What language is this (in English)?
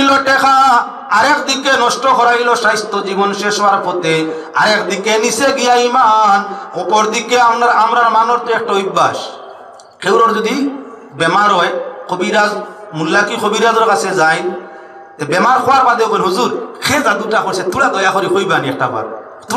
Sylheti